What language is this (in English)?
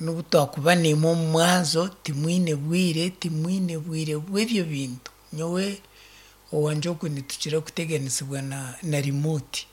Nyankole